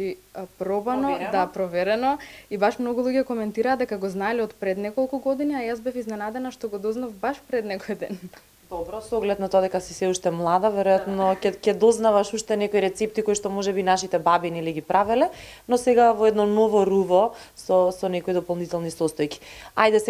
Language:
Macedonian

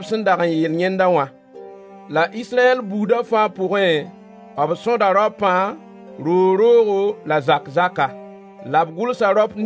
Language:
Mossi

